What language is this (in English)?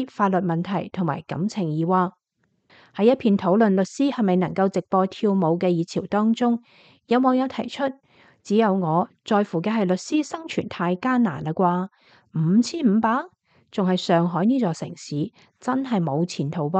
Cantonese